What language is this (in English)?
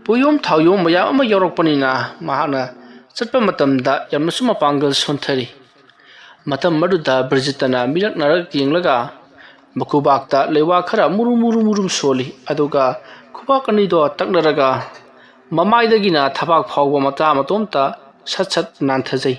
Manipuri